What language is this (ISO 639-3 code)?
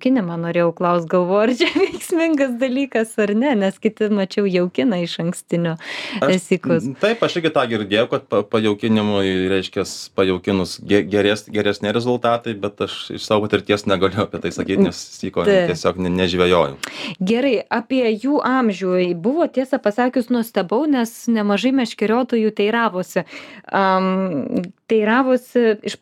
lit